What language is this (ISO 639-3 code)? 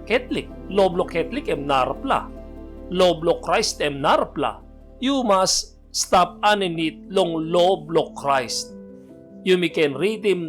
tpi